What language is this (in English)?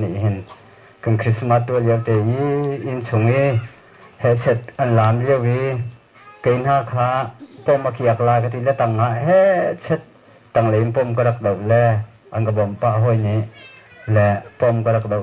Hakha Chin